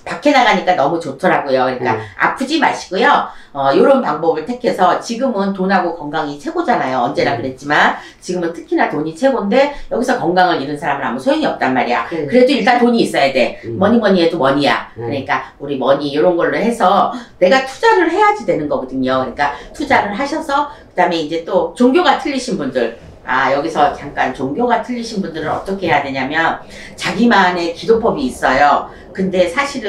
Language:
Korean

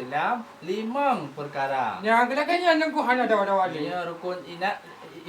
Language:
Achinese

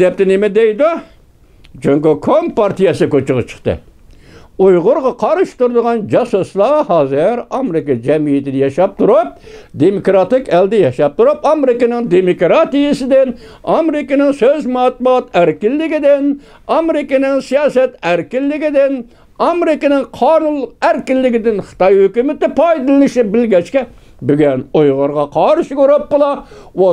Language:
Uyghur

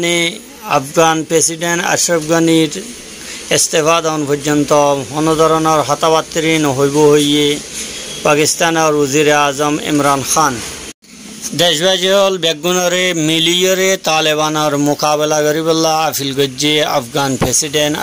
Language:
Rohingya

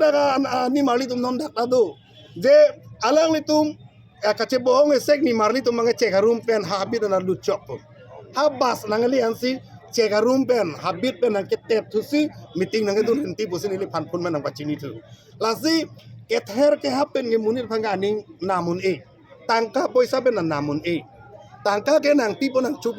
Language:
Karbi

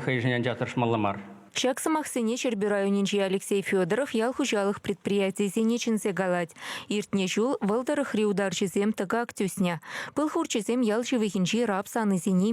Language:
Chuvash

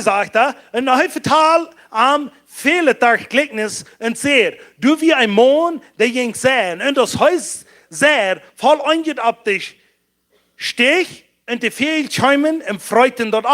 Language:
Plautdietsch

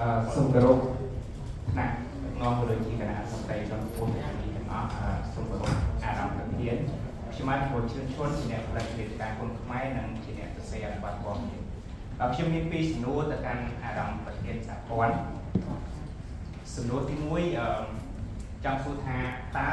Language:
Khmer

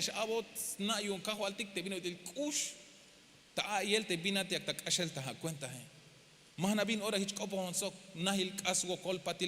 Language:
Tzeltal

